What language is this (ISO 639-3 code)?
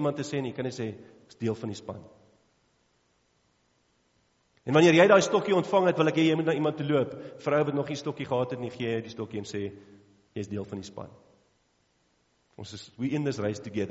afr